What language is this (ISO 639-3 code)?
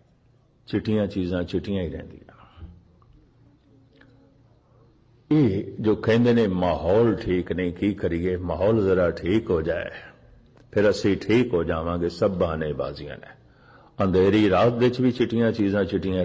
pan